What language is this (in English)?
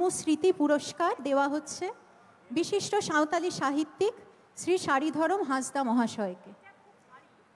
Bangla